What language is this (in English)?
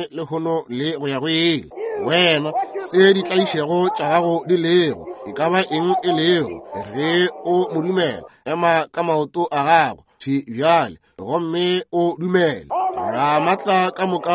Northern Sotho